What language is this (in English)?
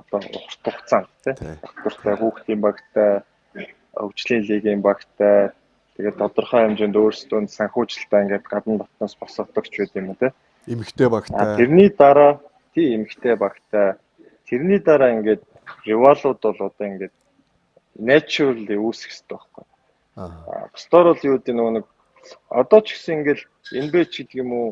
Mongolian